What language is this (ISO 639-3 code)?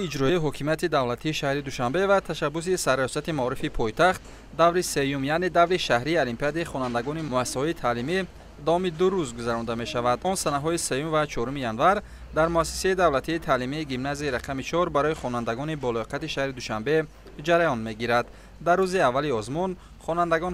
tgk